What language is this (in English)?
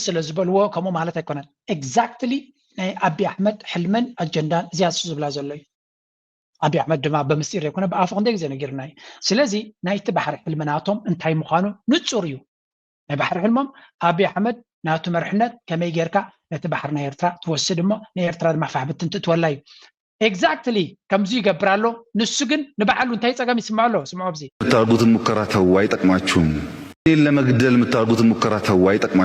Tigrinya